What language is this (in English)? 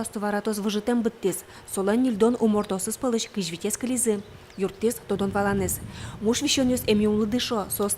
Udmurt